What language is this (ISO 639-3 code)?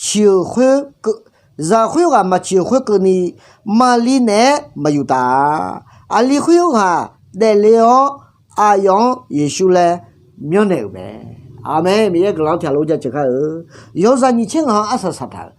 ahk